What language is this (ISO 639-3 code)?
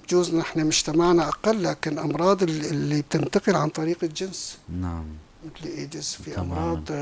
apc